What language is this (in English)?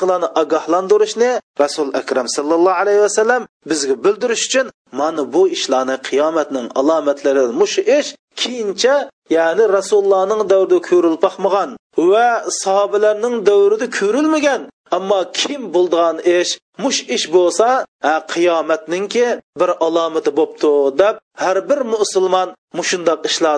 Uyghur